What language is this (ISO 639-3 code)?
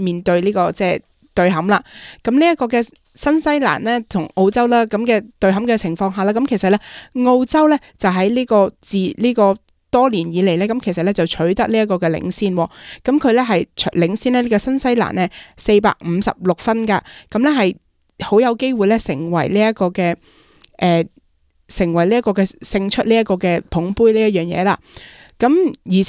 yue